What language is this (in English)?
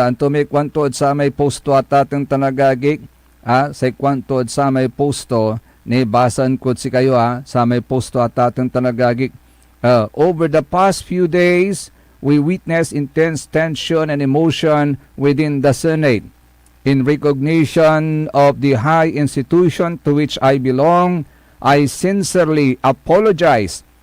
Pangasinan